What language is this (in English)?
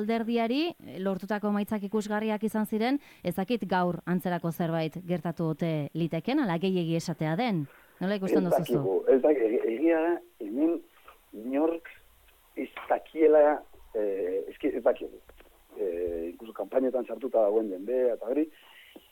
Basque